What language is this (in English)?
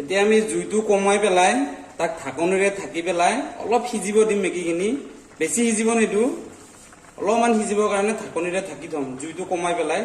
Assamese